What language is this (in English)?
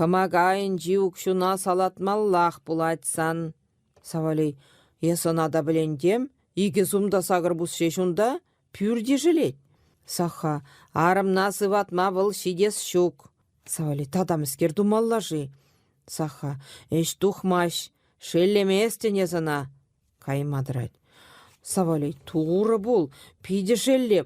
Chuvash